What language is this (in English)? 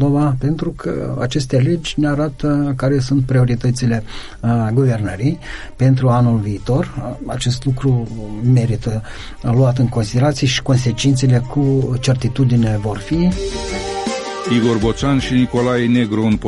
Romanian